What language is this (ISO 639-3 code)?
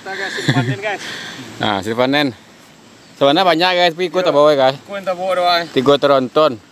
min